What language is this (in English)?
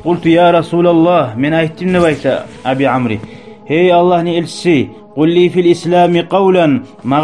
Kumyk